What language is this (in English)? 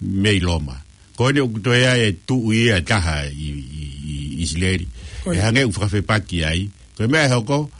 Tongan